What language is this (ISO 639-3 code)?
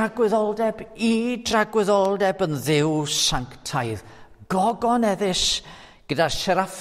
cym